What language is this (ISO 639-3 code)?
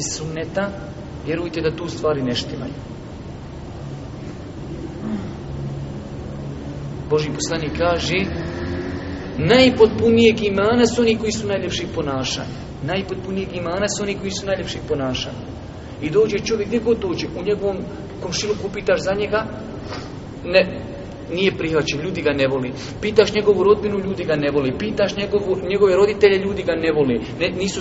bos